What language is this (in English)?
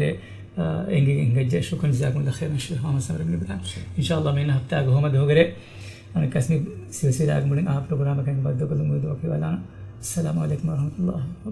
Divehi